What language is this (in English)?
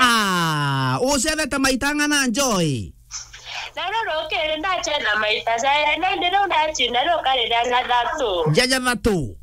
Meru